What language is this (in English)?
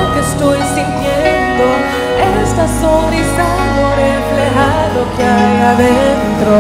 Spanish